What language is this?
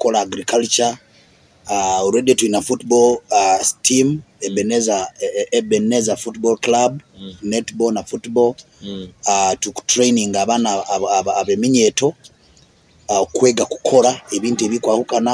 Nyoro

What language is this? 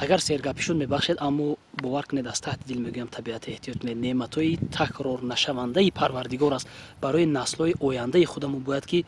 Tajik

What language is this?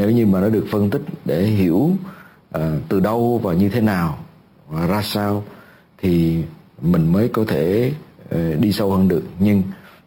Vietnamese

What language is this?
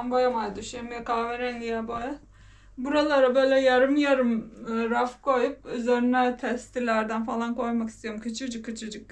Turkish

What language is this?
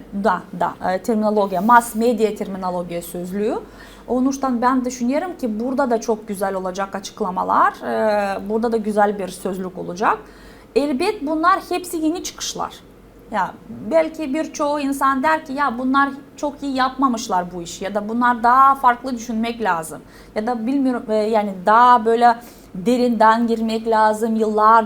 Gagauz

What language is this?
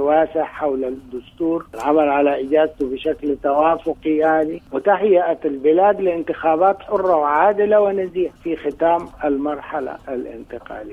Sudanese Arabic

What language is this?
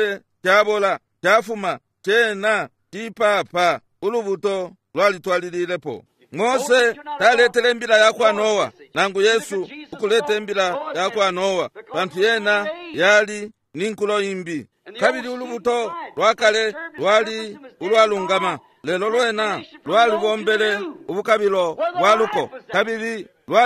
Bemba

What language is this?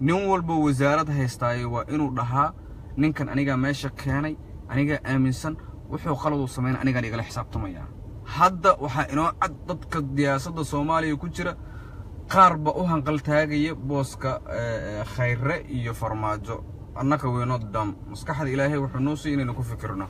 Somali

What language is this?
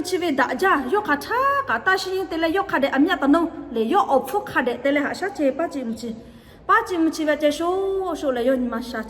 Lahu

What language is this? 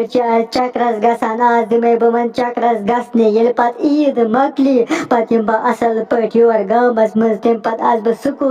Kashmiri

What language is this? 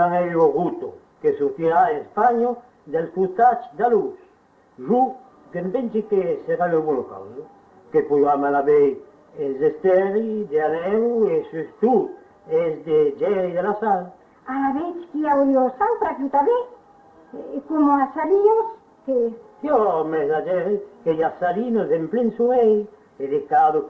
Occitan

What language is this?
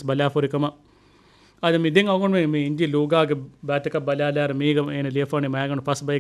Divehi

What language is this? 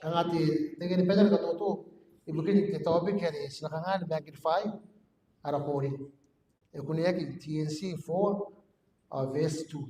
Gilbertese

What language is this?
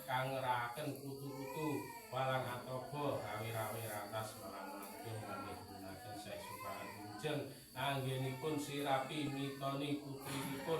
Javanese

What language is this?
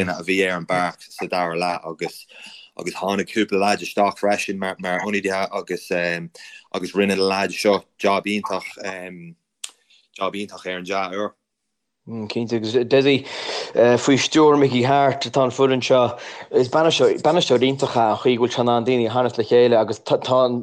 Irish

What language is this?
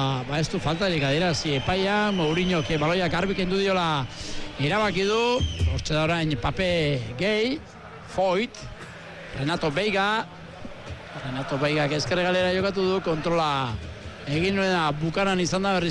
Basque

